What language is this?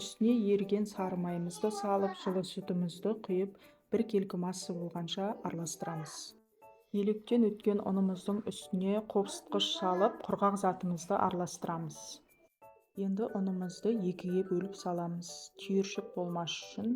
Kazakh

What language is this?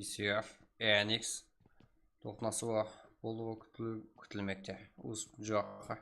Kara-Kalpak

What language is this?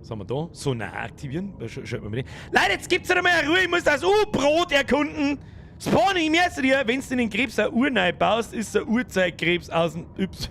Bavarian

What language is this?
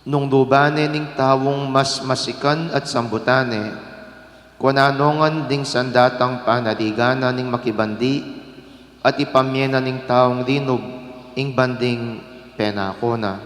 Pampanga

